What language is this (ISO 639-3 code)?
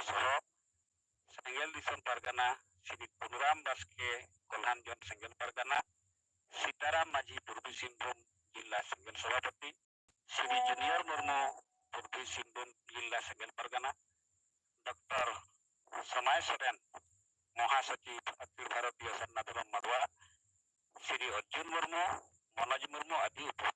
sat